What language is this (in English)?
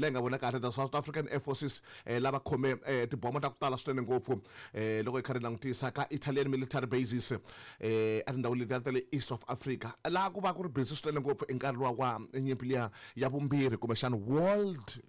Tsonga